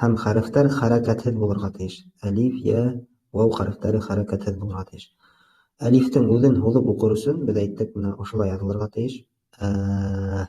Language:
Bashkir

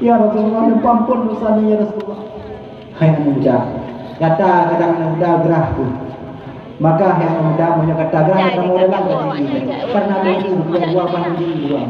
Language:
Achinese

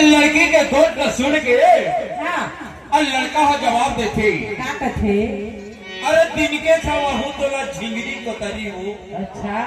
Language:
Chhattisgarhi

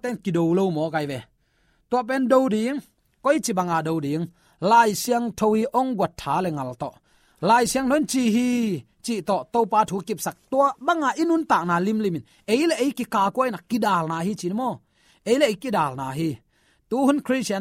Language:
Tedim Chin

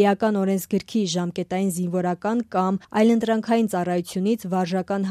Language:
Armenian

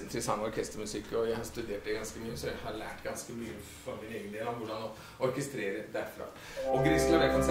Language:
Norwegian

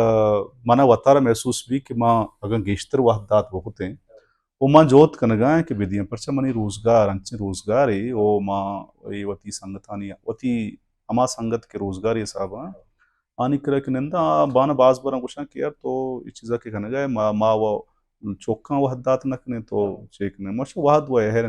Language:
Baluchi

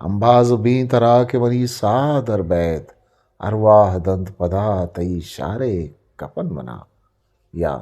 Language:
Eastern Balochi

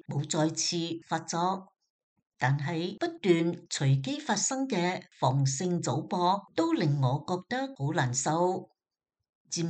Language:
Cantonese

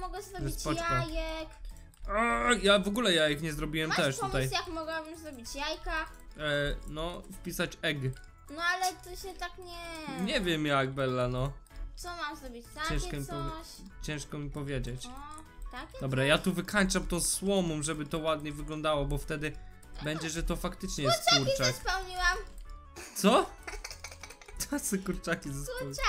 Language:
Polish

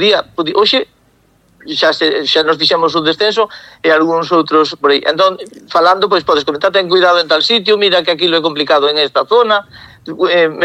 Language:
Galician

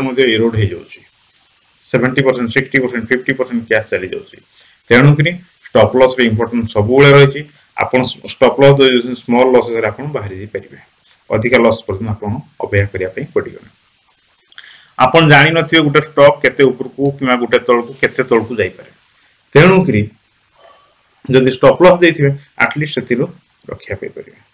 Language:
Odia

